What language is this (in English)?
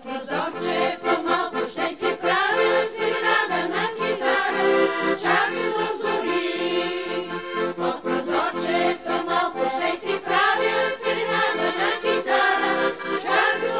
Bulgarian